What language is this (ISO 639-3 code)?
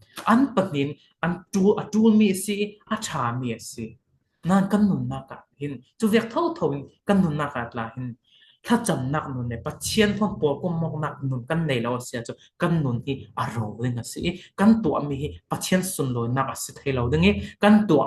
cfm